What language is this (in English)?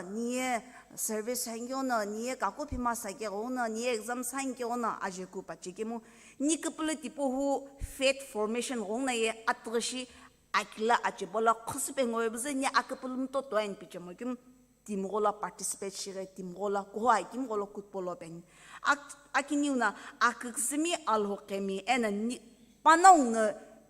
Sumi Naga